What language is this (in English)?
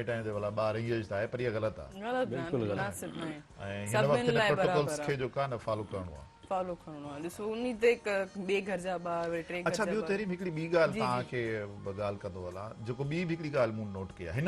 Sindhi